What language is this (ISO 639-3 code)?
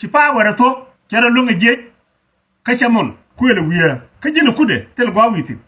nus